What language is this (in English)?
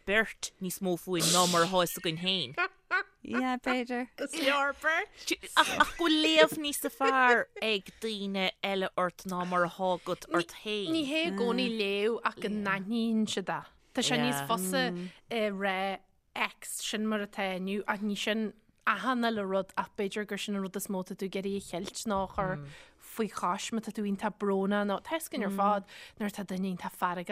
Irish